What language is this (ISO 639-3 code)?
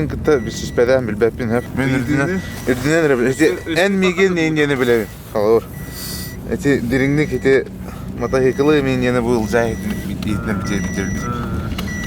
sah